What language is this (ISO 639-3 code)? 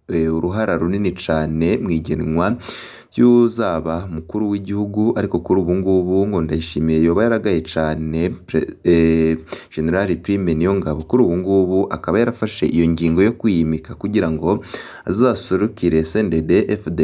run